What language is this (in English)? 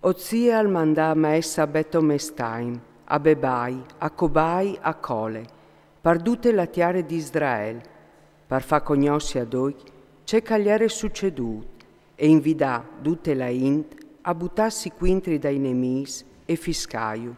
Friulian